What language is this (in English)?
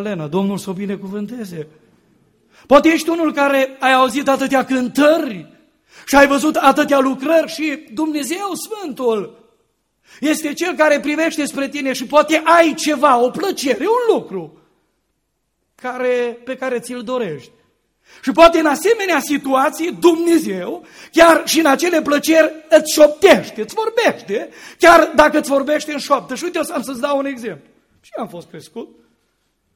Romanian